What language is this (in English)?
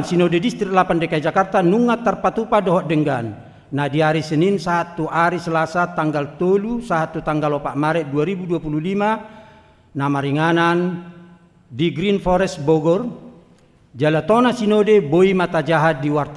Batak Toba